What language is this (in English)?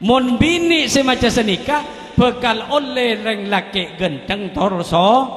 Madurese